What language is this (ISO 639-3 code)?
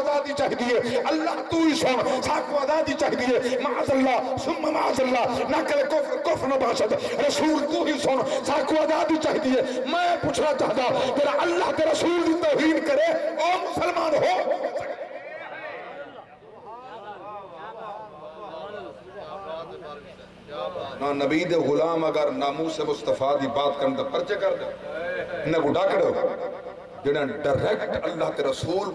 skr